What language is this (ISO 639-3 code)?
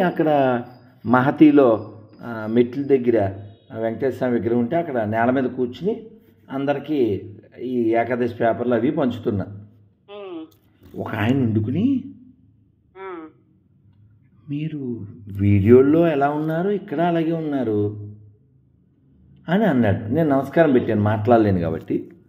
tel